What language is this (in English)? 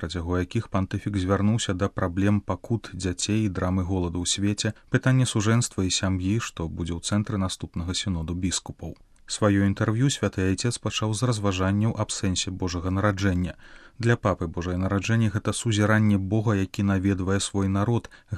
Belarusian